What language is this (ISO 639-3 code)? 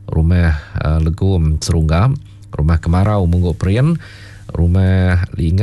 iba